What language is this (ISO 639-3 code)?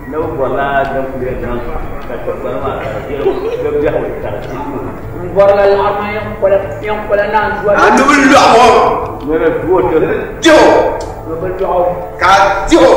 dag